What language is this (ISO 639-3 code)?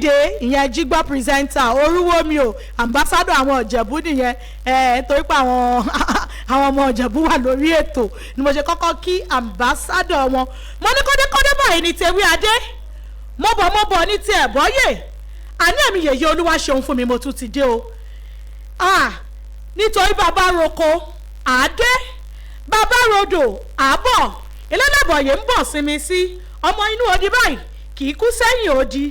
yor